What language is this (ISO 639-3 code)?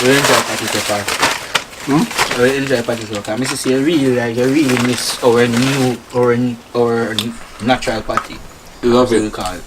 jam